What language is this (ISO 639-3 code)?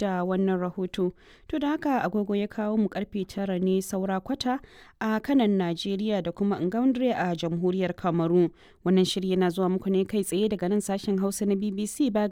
hau